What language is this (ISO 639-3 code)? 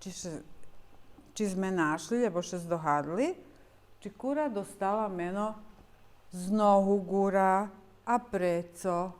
rue